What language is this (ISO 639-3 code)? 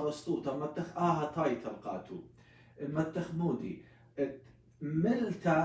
aii